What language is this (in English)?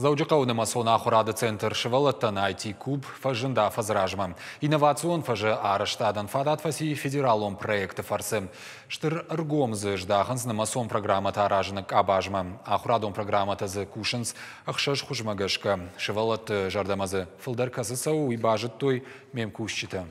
Ossetic